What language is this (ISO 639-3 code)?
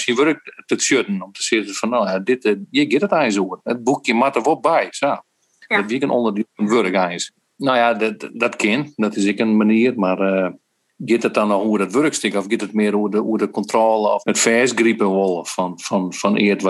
fry